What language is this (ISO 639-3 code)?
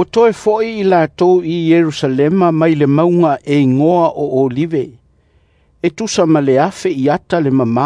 smo